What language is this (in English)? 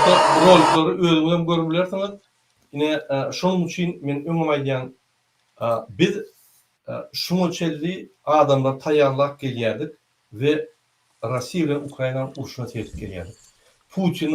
Turkmen